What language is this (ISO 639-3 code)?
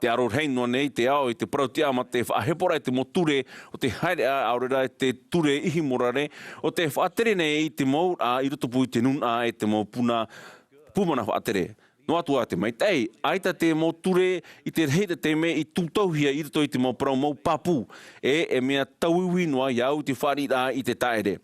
tah